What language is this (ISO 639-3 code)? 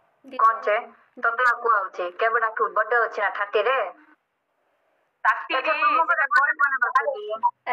ori